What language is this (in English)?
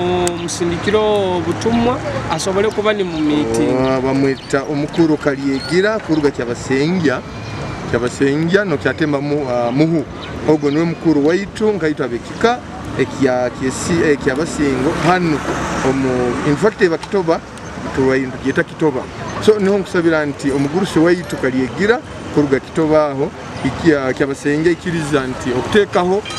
Nyoro